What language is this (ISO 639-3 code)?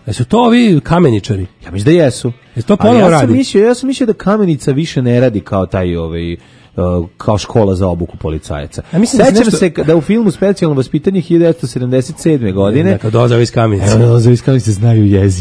srp